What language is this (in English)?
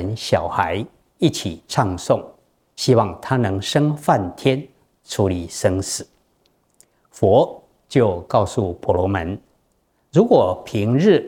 Chinese